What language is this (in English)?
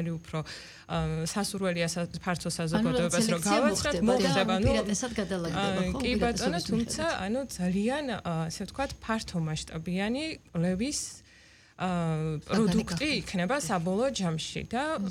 Georgian